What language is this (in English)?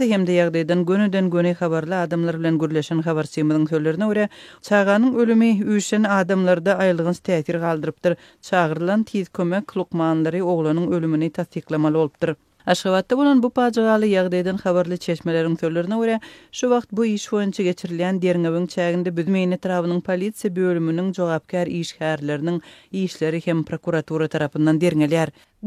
Turkmen